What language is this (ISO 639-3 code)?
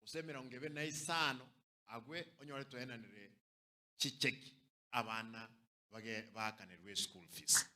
guz